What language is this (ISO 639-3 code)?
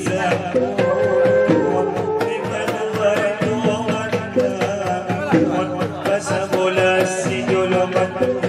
akb